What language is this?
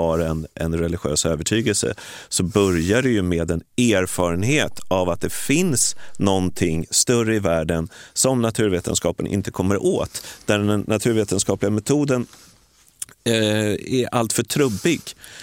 Swedish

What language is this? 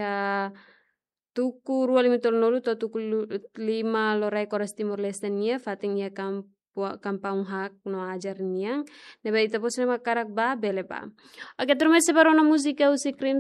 Tetum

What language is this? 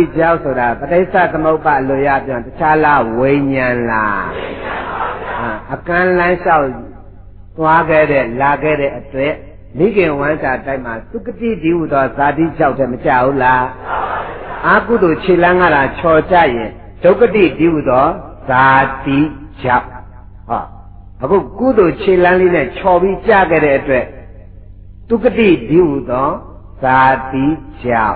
Burmese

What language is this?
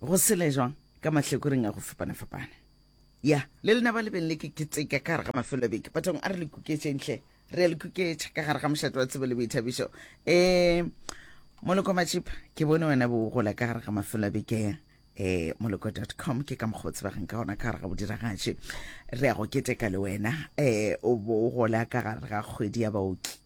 Northern Sotho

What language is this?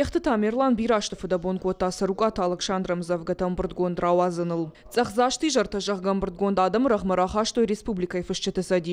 Ossetic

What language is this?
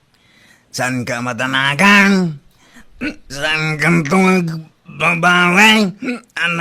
Iloko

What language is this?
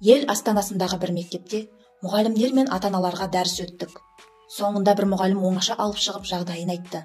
Kazakh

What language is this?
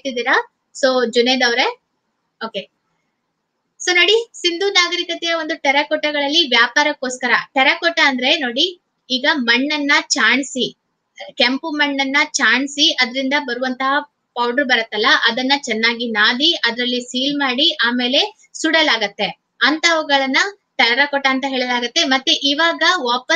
Kannada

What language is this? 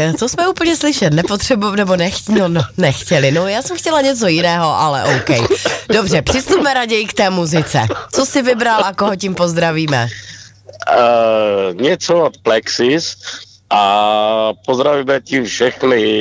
Czech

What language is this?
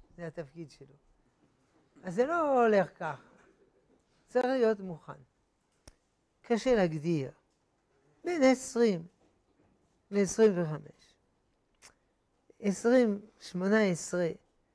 Hebrew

